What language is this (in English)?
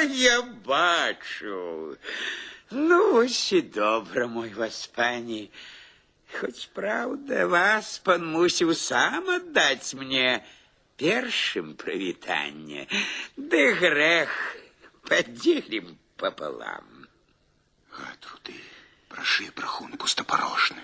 Belarusian